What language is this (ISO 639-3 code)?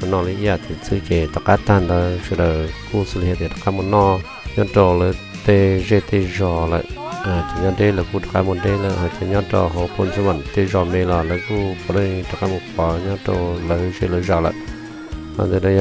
hmn